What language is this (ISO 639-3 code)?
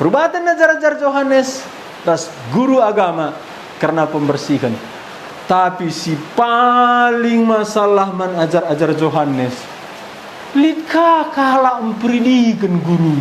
btx